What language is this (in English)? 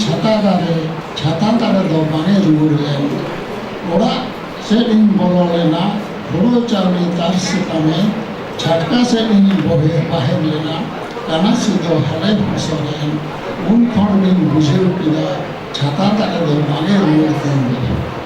Santali